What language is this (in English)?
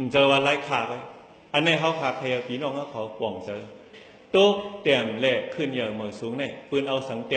Shan